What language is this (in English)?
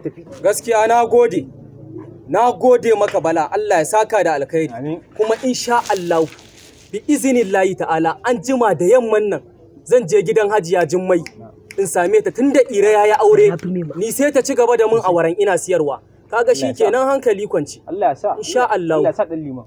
Hausa